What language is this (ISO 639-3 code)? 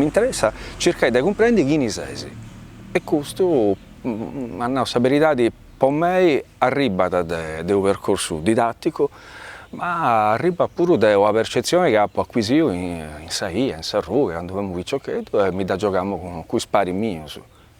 srd